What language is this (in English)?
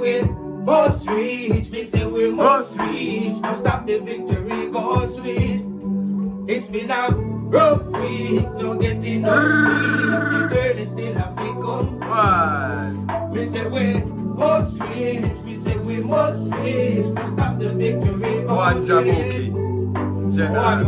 Jamaican Creole English